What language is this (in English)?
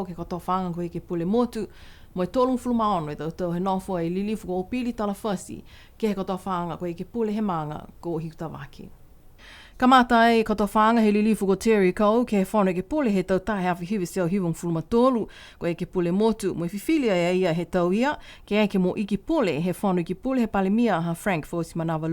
Niuean